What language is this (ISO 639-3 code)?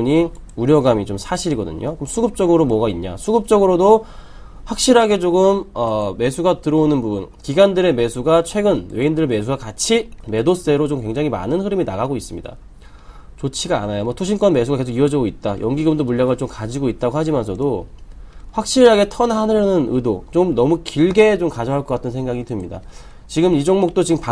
kor